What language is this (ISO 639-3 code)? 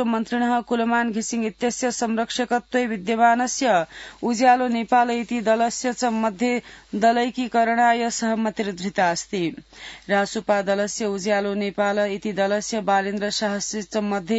san